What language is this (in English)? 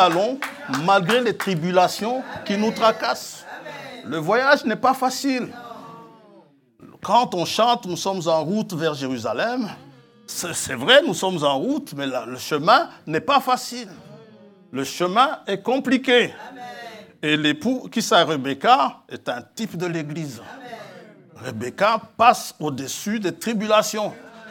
French